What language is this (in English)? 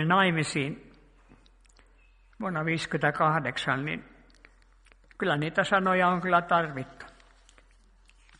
Finnish